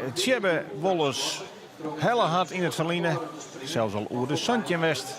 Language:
Western Frisian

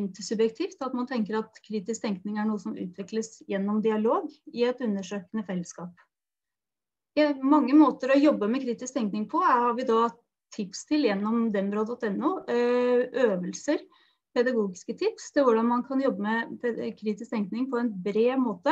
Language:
Norwegian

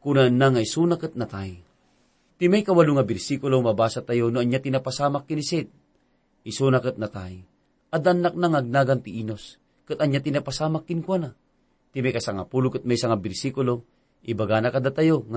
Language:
Iloko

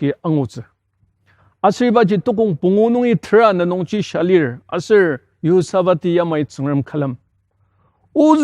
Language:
Ao Naga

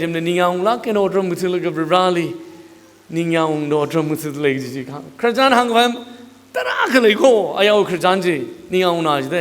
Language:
Tangkhul Naga (India)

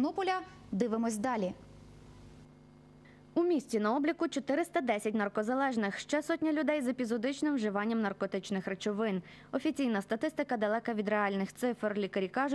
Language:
Ukrainian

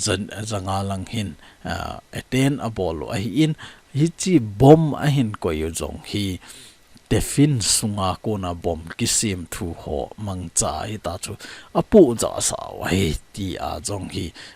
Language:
Thado Chin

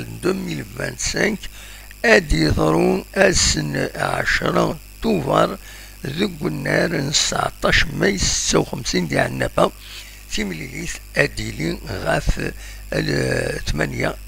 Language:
Kabyle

